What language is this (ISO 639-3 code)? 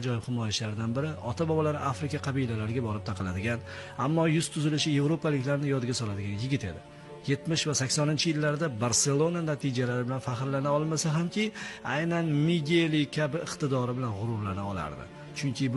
uzb